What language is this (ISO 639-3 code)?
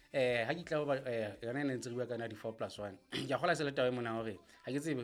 sot